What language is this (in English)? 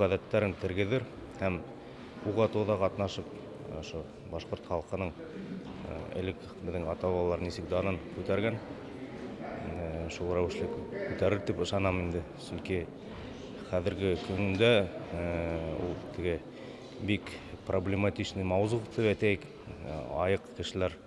Bashkir